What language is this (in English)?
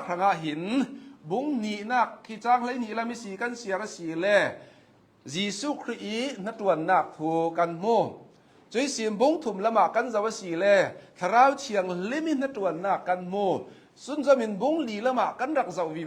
Hakha Chin